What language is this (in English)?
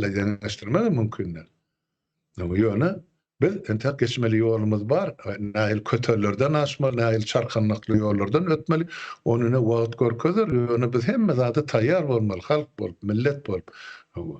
Turkmen